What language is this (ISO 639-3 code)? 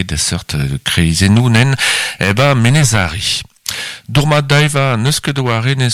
bre